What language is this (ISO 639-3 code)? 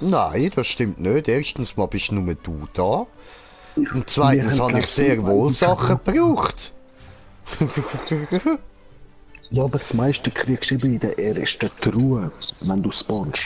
gsw